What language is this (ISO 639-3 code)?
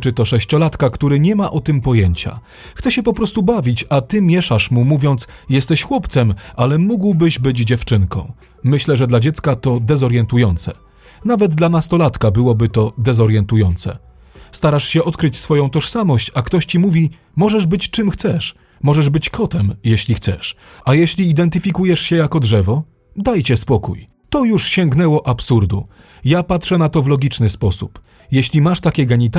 pol